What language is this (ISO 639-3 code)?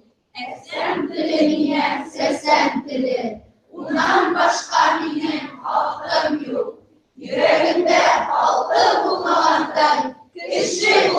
bak